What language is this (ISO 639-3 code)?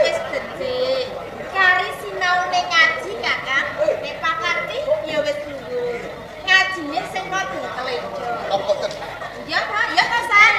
jav